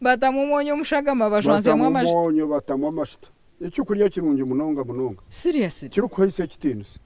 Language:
Nyankole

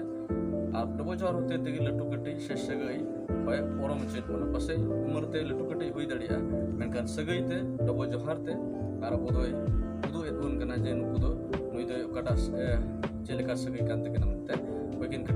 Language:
Santali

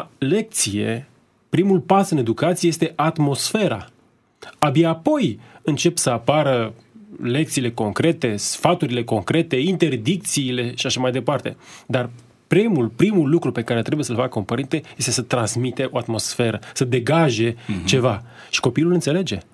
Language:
Romanian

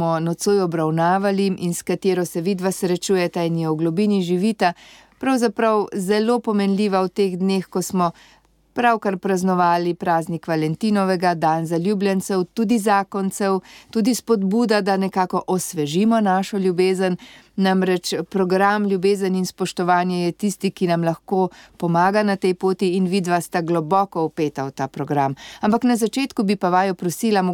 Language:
Slovenian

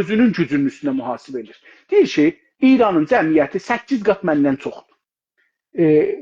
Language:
South Azerbaijani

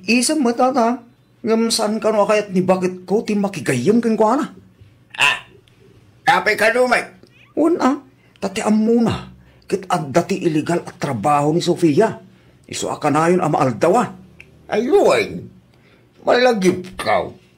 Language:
Iloko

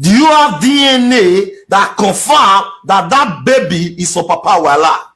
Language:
Nigerian Pidgin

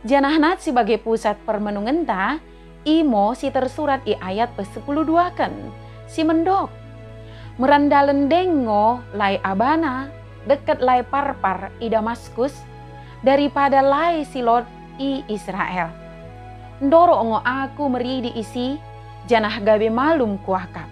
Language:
Batak Dairi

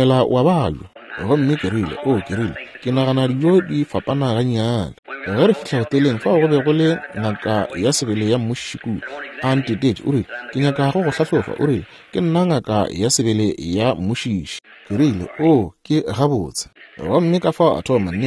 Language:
Northern Sotho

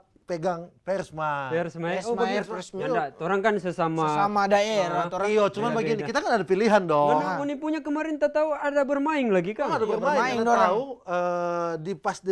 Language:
Manado Malay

